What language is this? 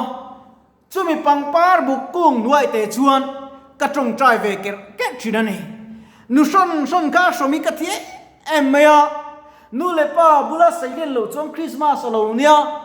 Mizo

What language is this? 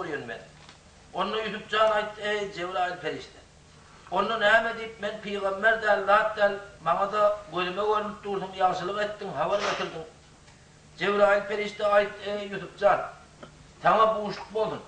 Turkmen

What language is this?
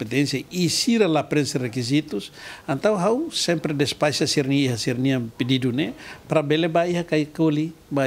Tetum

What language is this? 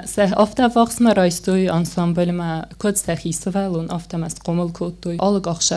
Ossetic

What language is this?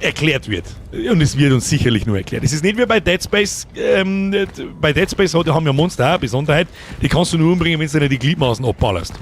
Bavarian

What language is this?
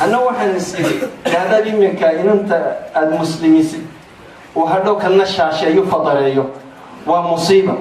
Somali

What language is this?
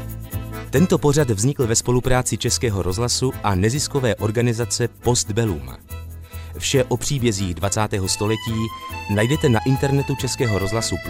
Czech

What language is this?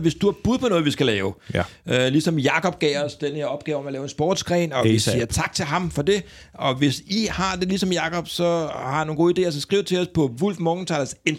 Danish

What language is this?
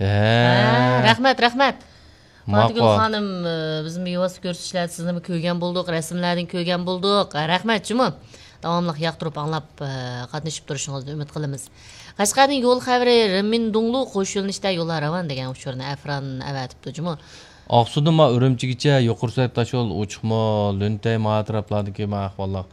Uyghur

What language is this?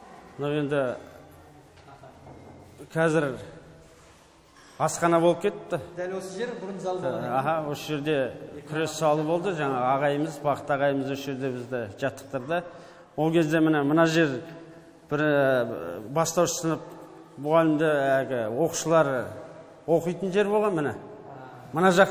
Kazakh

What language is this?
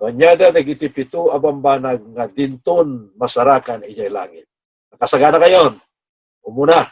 Iloko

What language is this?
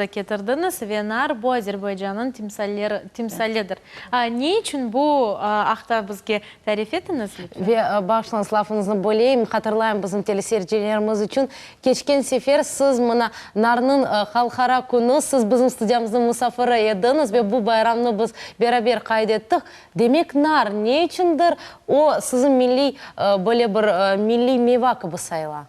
Crimean Tatar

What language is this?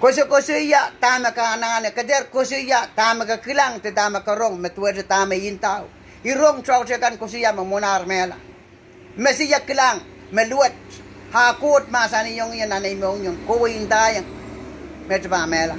Pohnpeian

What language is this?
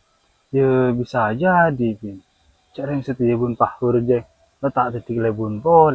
Madurese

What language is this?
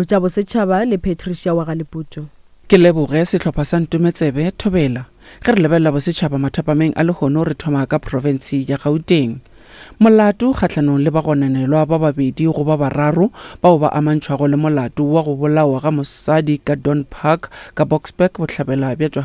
Northern Sotho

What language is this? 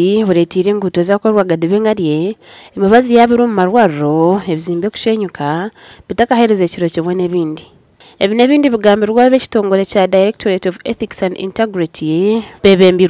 Nyankole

